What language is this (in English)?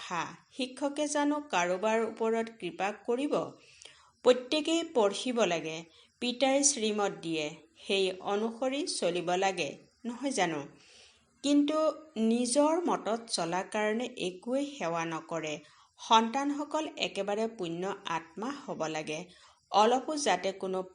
Assamese